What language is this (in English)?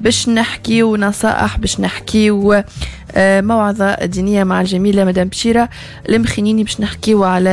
Tunisian Arabic